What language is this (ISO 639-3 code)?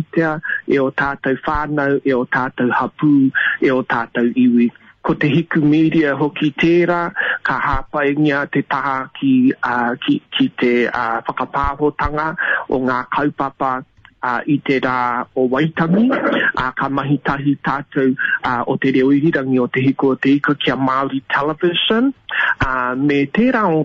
mri